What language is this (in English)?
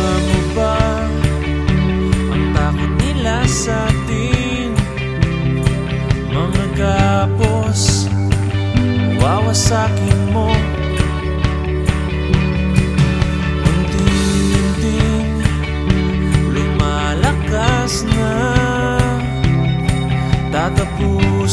Filipino